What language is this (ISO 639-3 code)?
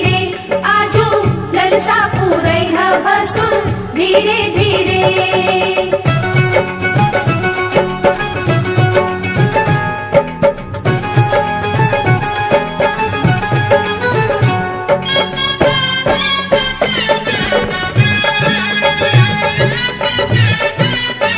bho